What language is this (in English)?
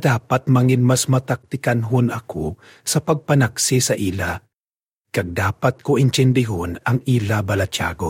Hiligaynon